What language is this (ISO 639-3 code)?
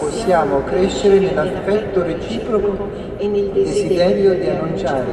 ita